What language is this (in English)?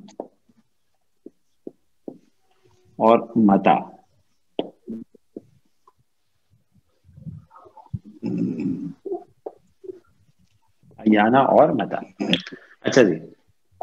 Urdu